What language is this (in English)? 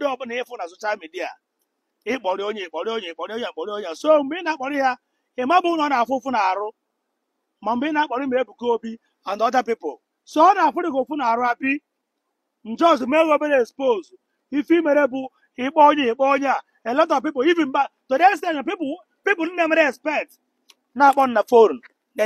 Igbo